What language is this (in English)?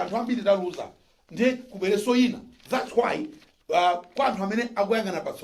Nyanja